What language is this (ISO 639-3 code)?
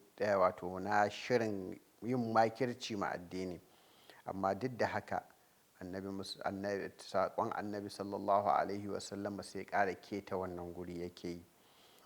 hau